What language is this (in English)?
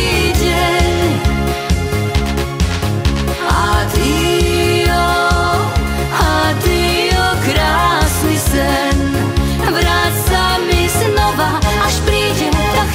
Slovak